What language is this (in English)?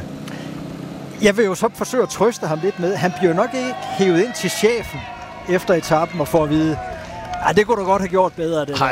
Danish